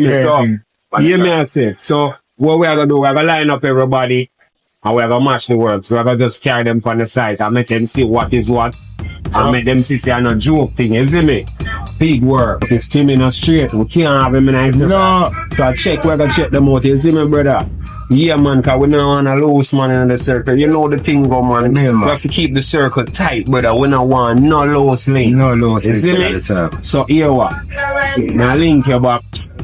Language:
Jamaican Creole English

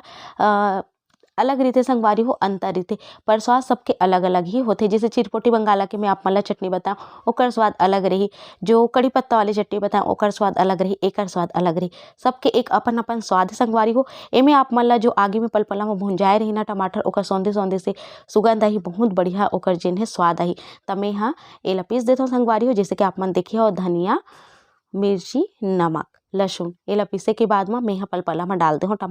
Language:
Chhattisgarhi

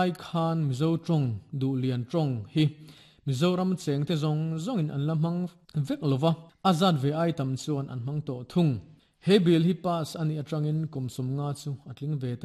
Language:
Mizo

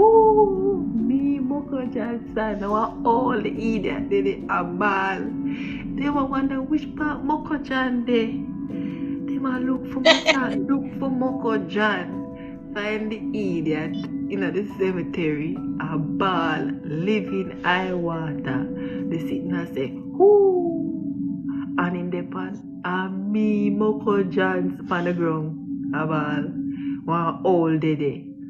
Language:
Jamaican Creole English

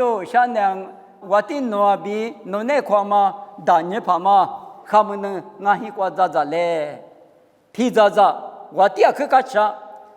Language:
Lisu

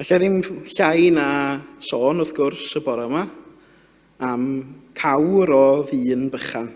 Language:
Welsh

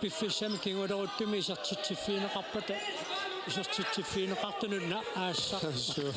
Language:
Kalaallisut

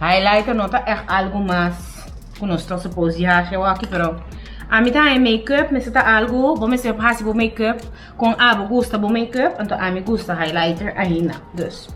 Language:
Papiamento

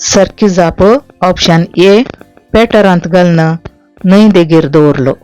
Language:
Konkani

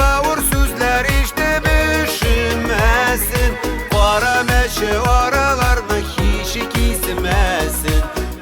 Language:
Bashkir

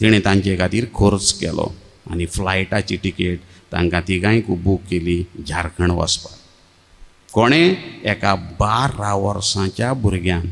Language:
Konkani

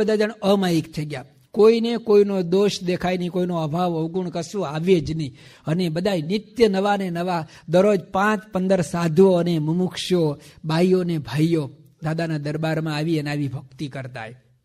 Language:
Gujarati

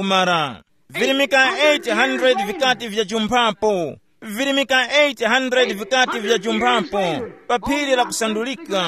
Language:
Tumbuka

